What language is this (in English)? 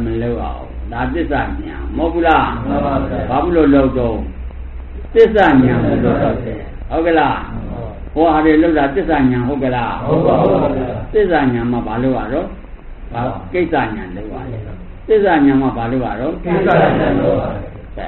Burmese